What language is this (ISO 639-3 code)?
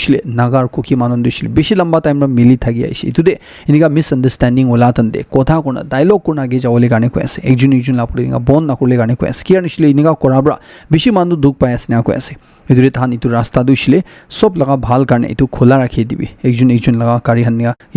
nag